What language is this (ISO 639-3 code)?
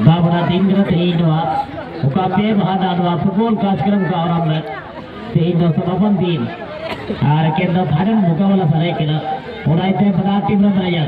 sat